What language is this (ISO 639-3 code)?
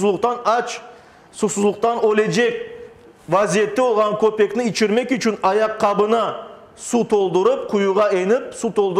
crh